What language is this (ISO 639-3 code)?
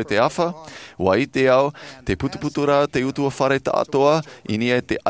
tah